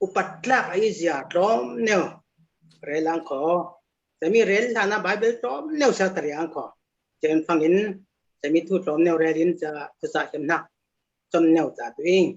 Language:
Falam Chin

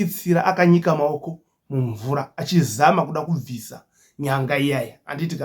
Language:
Shona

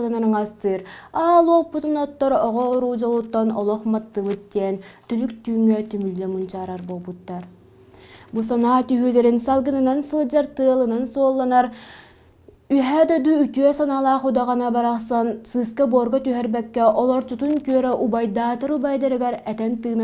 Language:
Yakut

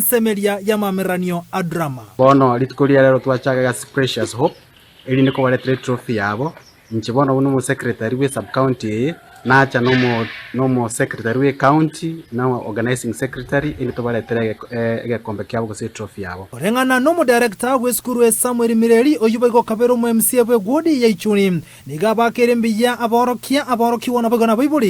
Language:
Gusii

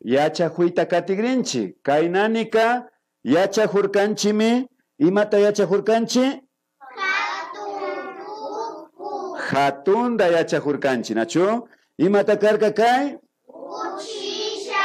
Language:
Imbabura Highland Quichua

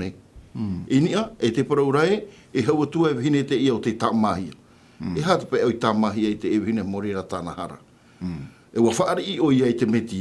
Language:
Tahitian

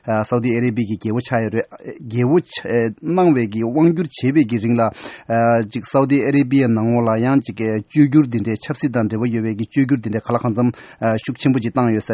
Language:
Tibetan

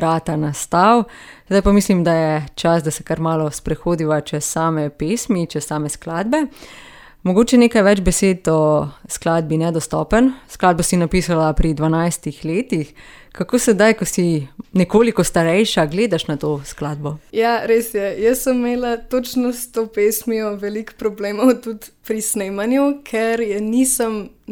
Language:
Slovenian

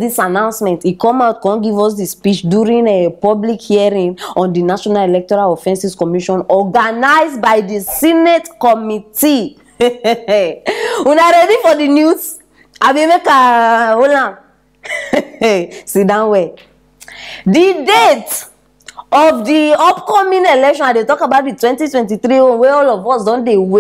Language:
Nigerian Pidgin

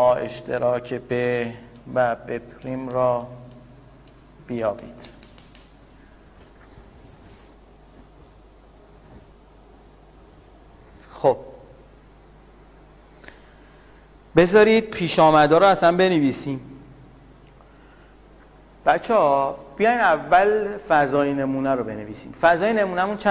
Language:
Persian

